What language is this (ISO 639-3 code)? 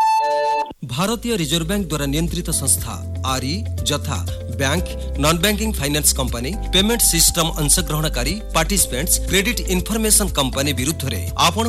ori